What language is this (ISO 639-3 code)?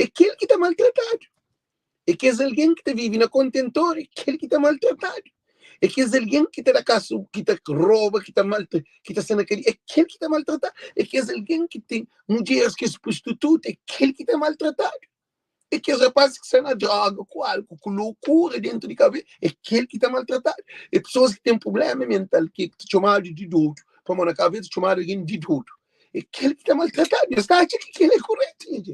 kea